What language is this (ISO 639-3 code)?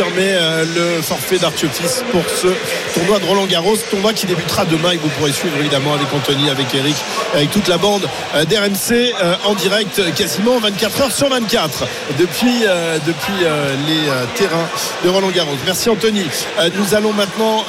fra